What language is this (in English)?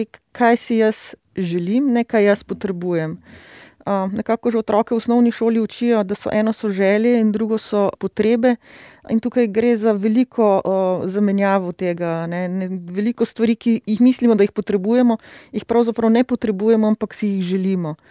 Slovenian